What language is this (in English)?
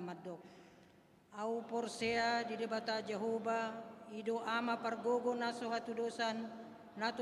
Batak Toba